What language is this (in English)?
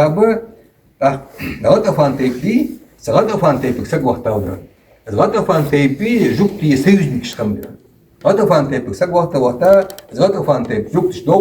Ingush